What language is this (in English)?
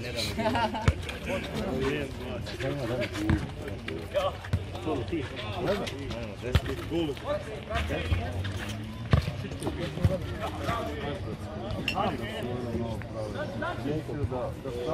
Croatian